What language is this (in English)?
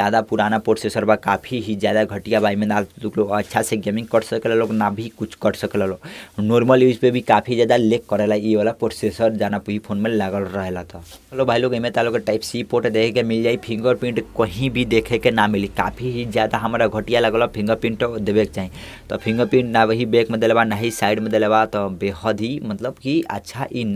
Bhojpuri